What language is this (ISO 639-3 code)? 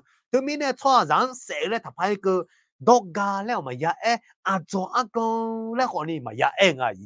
ahk